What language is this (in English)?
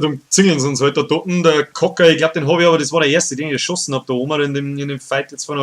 Bavarian